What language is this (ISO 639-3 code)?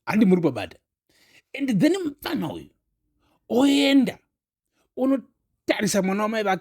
sna